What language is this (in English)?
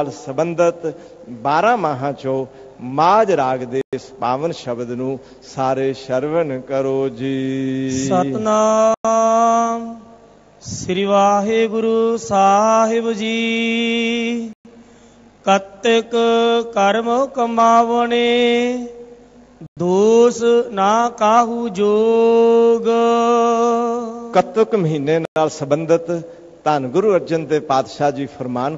Punjabi